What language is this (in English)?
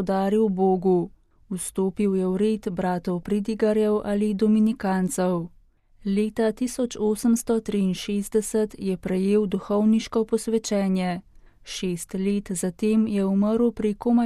Slovenian